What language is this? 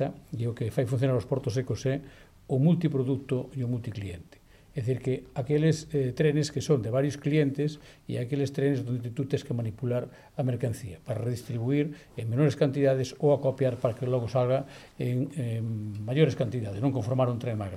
Galician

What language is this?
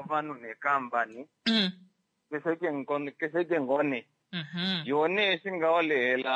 Kuanyama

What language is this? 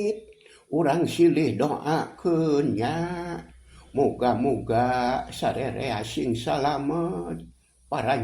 Sundanese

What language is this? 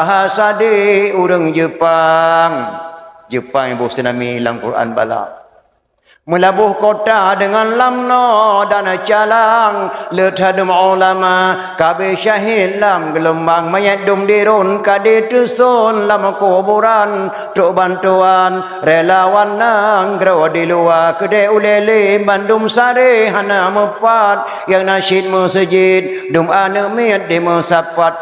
Achinese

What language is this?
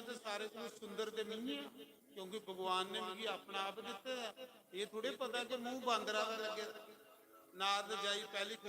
Dogri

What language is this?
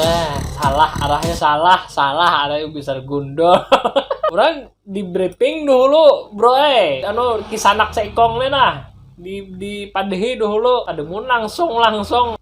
Banjar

